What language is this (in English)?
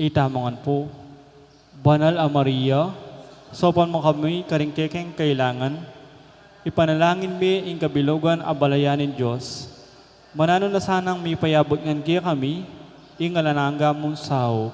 Pampanga